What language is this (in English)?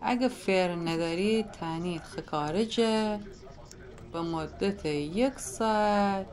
Gilaki